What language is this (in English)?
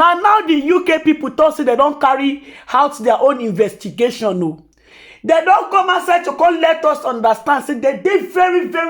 Nigerian Pidgin